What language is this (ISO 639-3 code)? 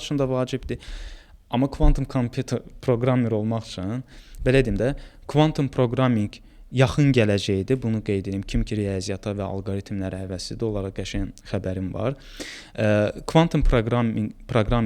aze